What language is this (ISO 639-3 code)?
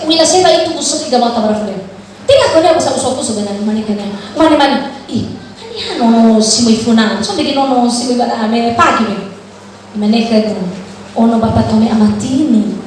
nia